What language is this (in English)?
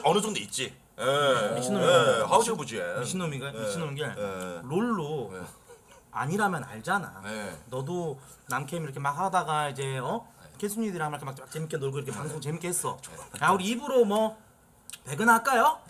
Korean